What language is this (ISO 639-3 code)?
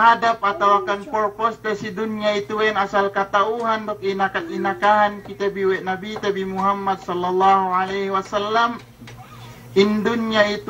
yka